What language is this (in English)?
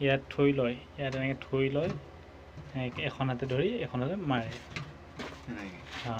Assamese